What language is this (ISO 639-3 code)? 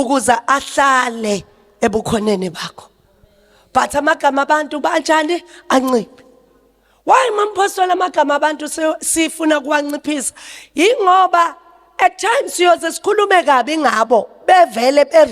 zul